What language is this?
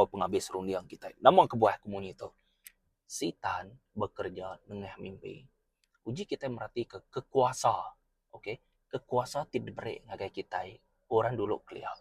Iban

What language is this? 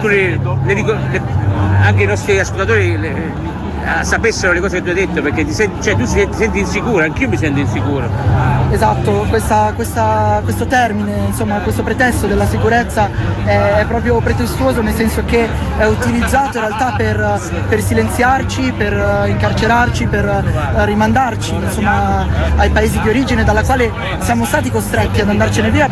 Italian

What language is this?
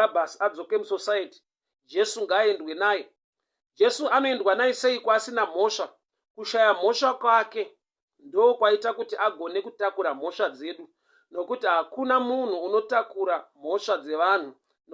Shona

